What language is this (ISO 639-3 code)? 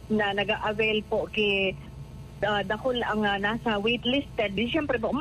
bik